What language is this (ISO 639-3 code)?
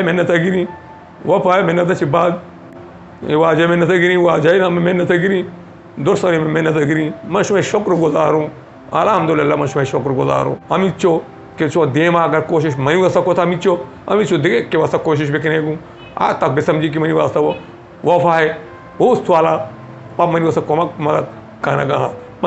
bal